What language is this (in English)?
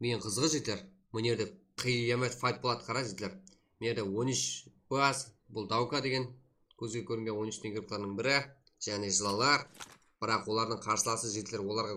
Kara-Kalpak